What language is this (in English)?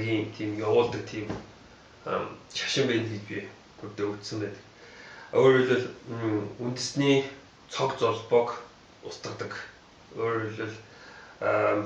Mongolian